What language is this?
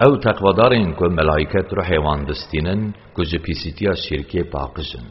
Kurdish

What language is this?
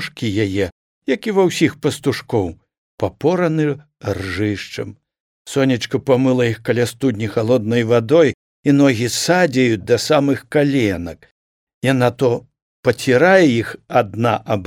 Belarusian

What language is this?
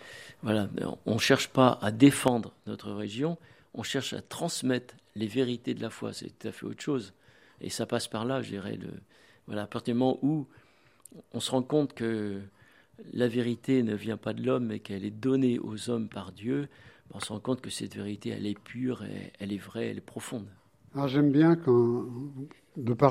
French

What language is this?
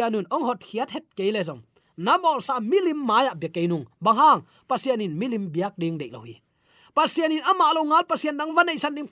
Tedim Chin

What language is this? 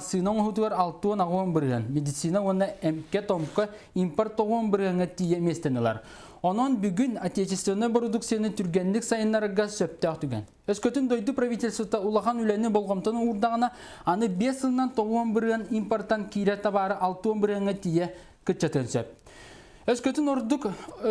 Yakut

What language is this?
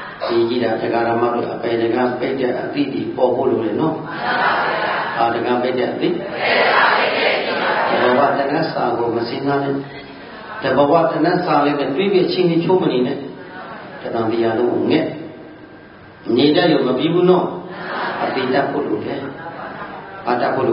Burmese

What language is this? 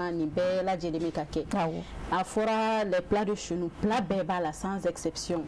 Bambara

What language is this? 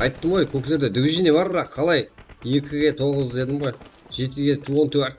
Kara-Kalpak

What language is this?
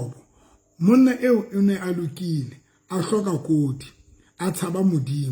Southern Sotho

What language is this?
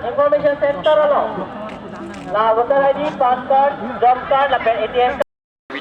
Karbi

